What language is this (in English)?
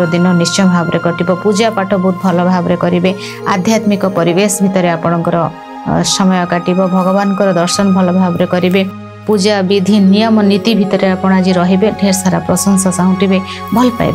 Odia